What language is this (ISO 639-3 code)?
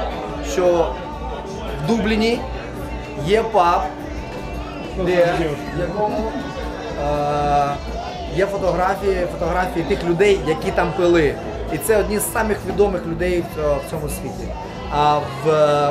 ukr